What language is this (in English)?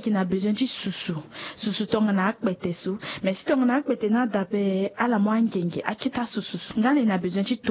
Sango